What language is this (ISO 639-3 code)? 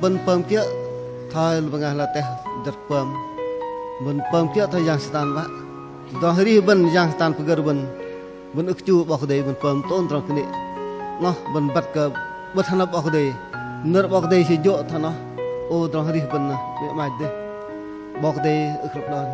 bdq